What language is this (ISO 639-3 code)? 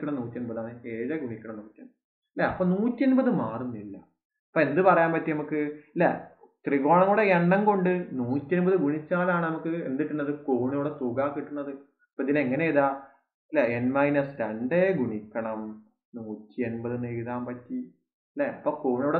mal